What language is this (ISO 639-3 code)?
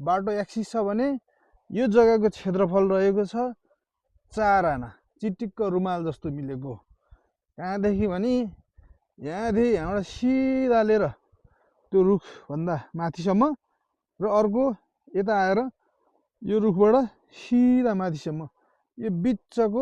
nep